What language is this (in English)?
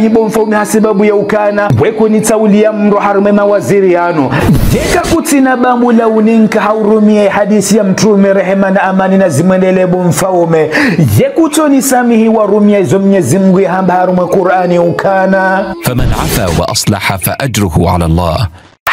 Ngazidja Comorian